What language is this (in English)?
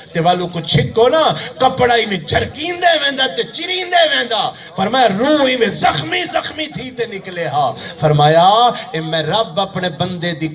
Saraiki